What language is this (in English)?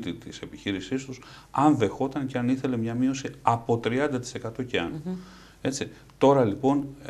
Greek